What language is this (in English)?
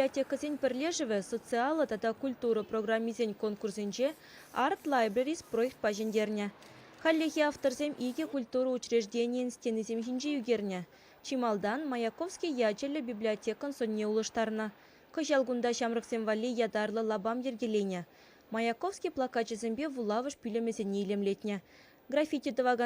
Chuvash